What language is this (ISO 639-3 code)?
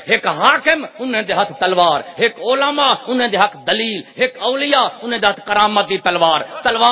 skr